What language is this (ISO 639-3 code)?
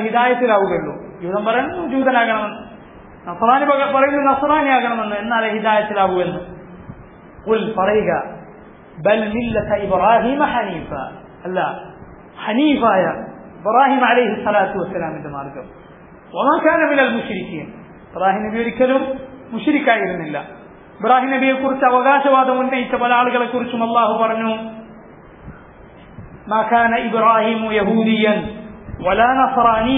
mal